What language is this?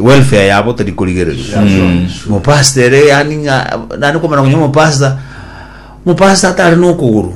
Gusii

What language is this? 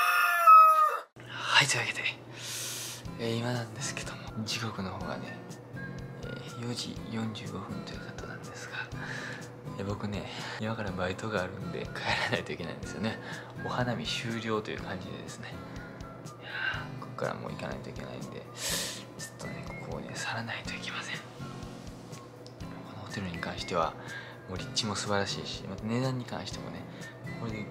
Japanese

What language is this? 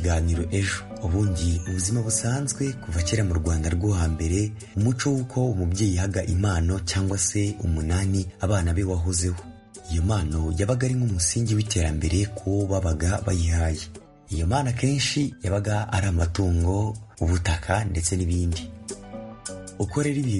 Kinyarwanda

